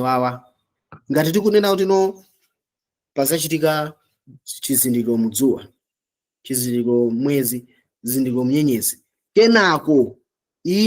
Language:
Nyanja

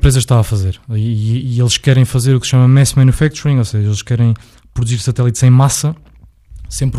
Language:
Portuguese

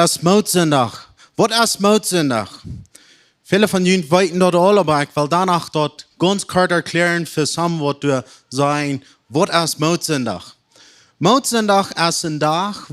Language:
Plautdietsch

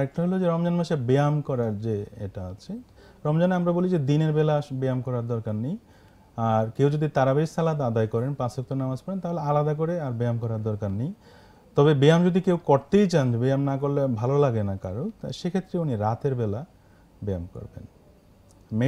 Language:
Bangla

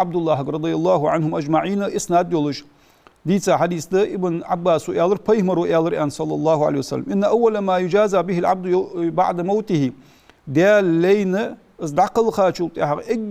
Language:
Ingush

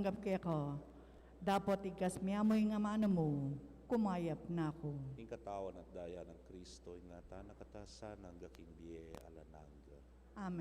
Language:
Pampanga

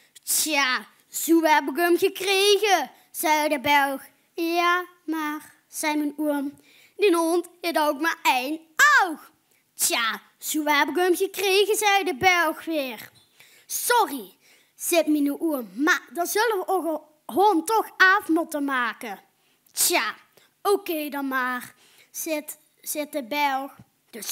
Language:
Limburgish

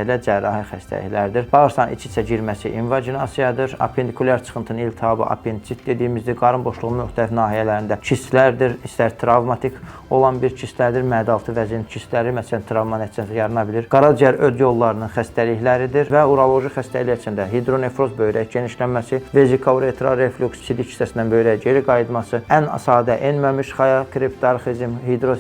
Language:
Azerbaijani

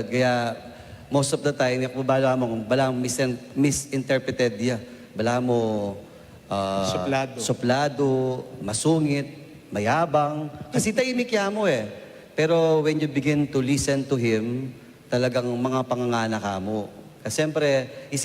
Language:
Pampanga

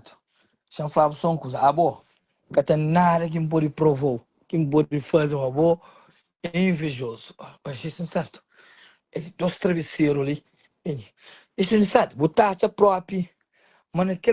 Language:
Kabuverdianu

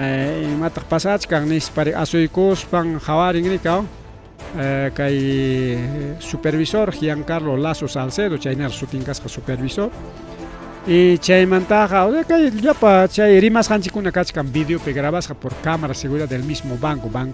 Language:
Ayacucho Quechua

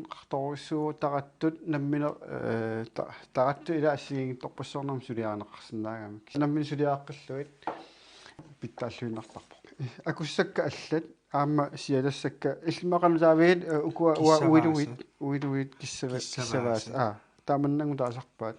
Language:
Kalaallisut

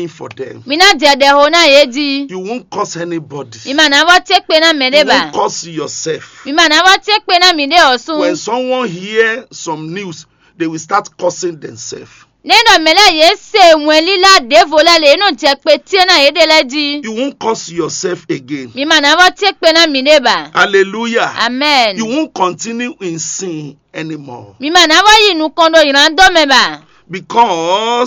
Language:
Fon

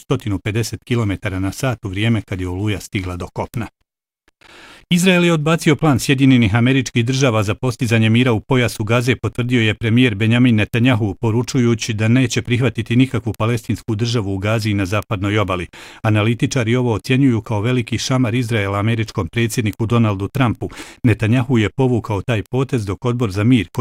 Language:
Bosnian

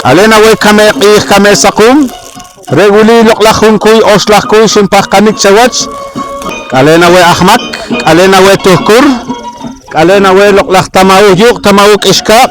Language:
Poqomchi'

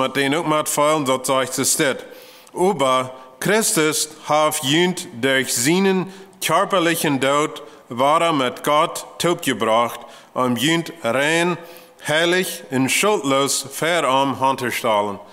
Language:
Plautdietsch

